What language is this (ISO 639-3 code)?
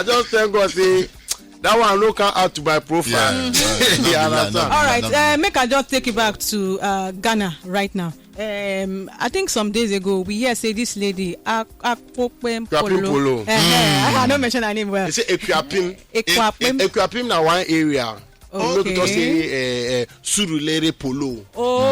pcm